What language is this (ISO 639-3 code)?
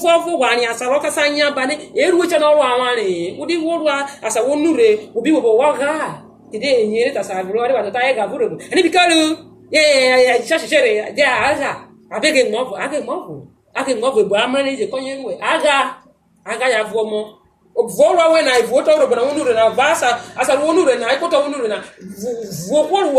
urh